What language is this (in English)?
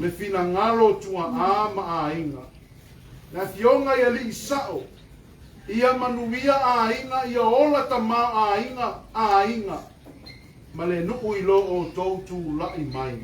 Samoan